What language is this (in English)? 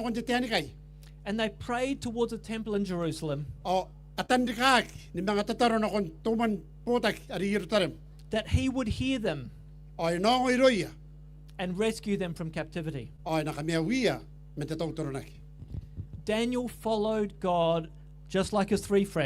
Gilbertese